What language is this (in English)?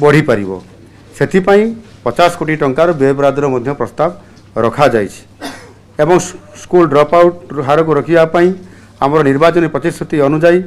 Odia